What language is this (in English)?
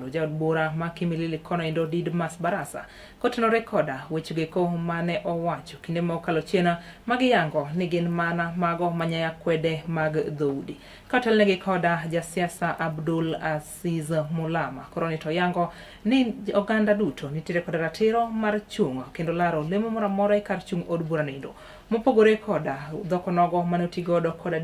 Luo (Kenya and Tanzania)